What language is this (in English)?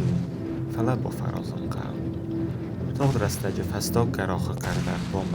Ossetic